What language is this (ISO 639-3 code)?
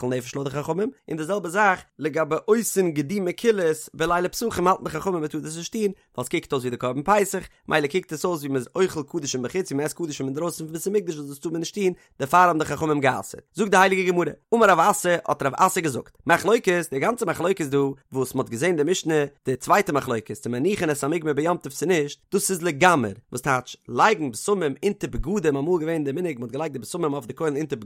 yid